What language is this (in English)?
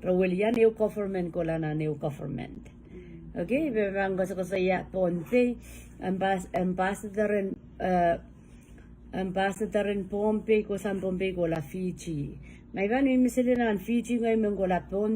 Pohnpeian